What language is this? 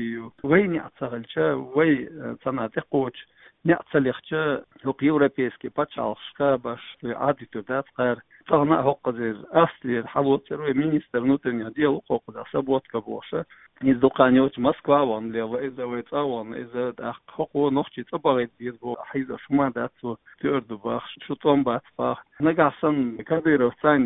Chechen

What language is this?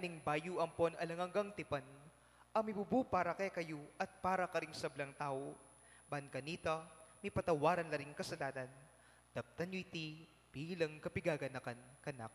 Pampanga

